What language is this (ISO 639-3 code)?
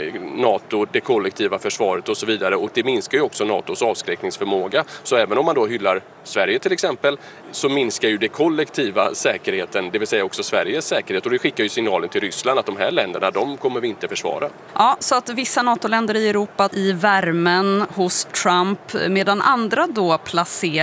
swe